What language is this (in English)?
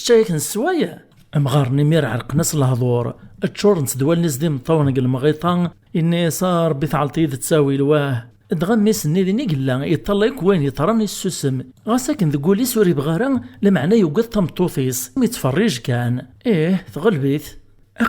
Kabyle